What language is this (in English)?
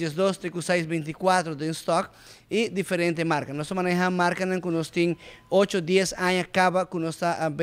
Papiamento